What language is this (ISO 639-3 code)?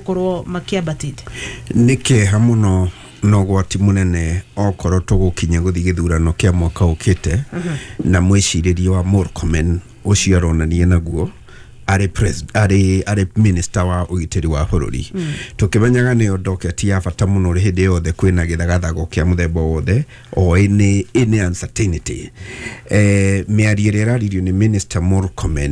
kik